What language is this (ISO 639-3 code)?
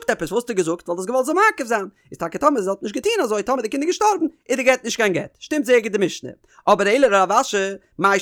yid